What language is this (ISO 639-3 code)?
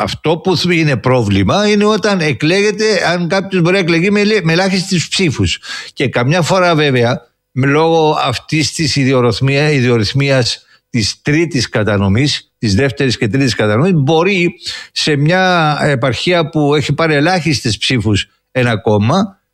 ell